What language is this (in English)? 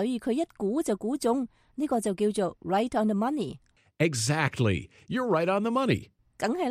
Cantonese